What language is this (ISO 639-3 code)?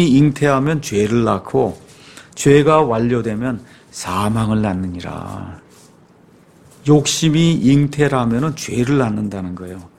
kor